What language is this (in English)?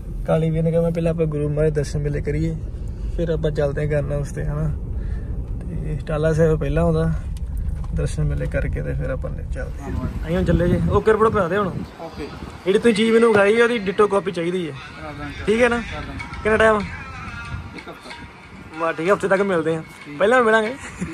Punjabi